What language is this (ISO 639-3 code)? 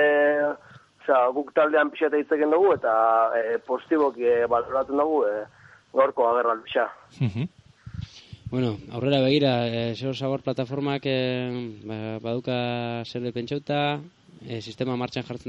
eus